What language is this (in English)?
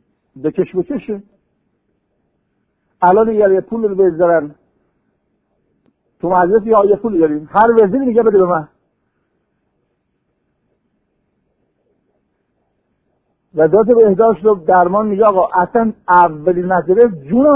Persian